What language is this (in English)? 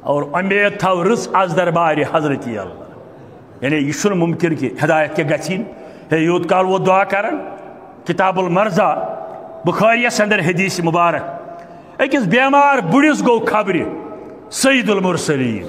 Kashmiri